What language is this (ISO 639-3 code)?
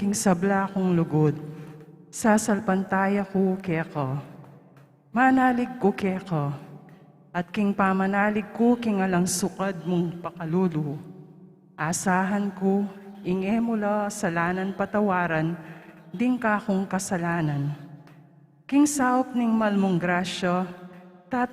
pam